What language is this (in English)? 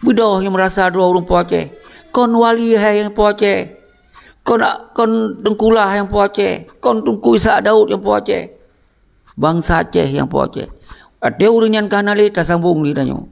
Achinese